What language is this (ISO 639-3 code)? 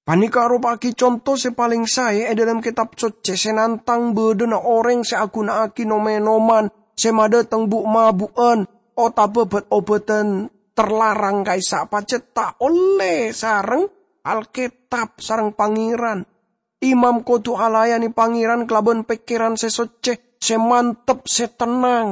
mad